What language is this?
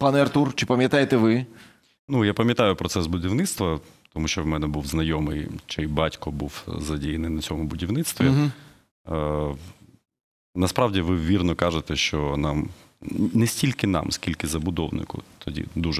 Ukrainian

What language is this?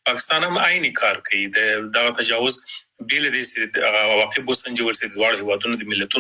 Pashto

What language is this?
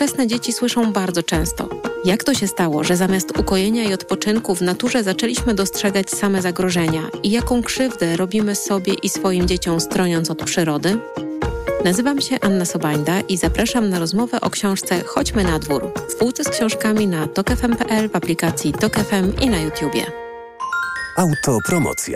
Polish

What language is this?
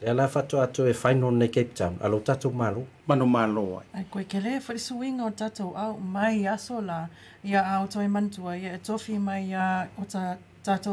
Samoan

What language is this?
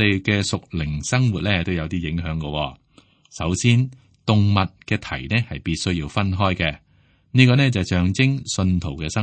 Cantonese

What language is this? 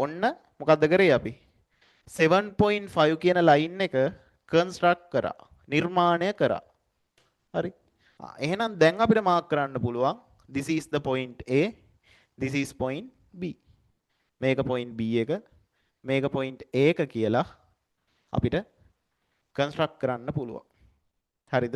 Sinhala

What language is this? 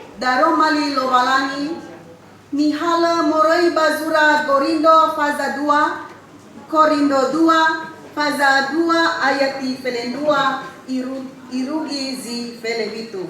Nias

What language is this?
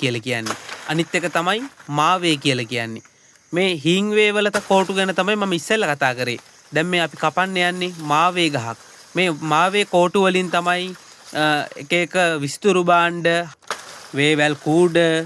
Sinhala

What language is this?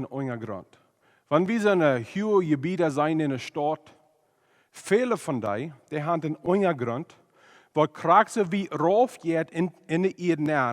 Plautdietsch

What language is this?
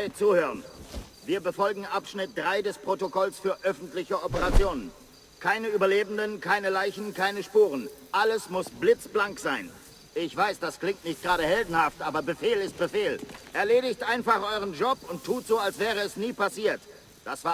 Bavarian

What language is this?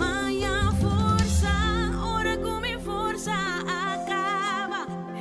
Papiamento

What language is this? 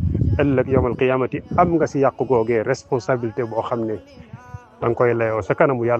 Wolof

